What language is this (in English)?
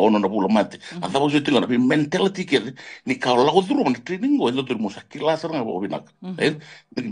Fijian